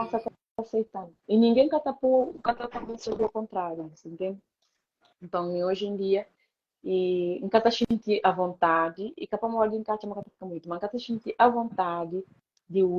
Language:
Kabuverdianu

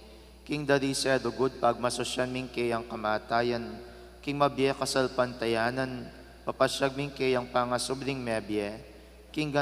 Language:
Pampanga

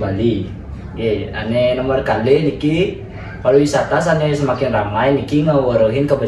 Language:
Balinese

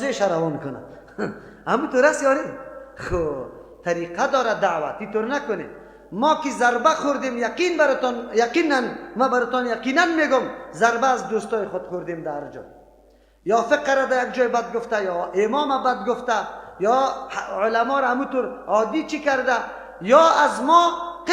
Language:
Persian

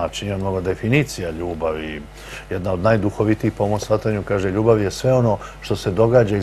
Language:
Serbian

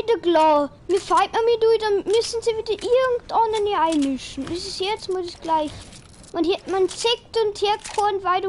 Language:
Bavarian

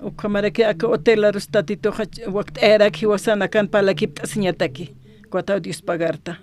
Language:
Aymara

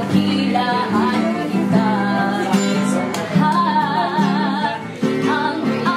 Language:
Bikol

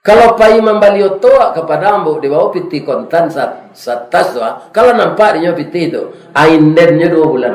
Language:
Minangkabau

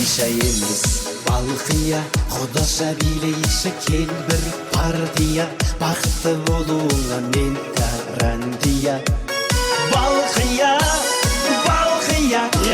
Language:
Kara-Kalpak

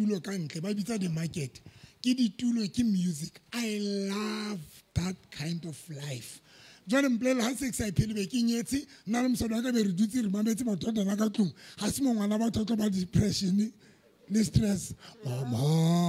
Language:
Southern Sotho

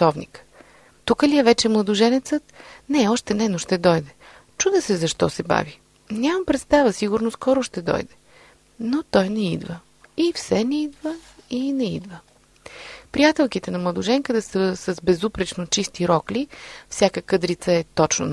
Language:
Bulgarian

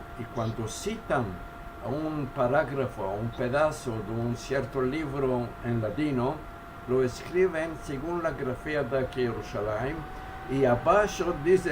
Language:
Ladino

